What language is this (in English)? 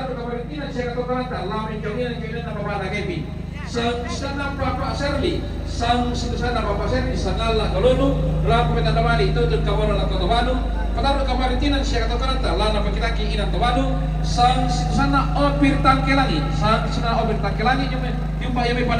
Toraja-Sa'dan